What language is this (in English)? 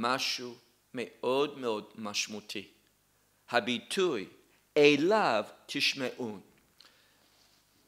Hebrew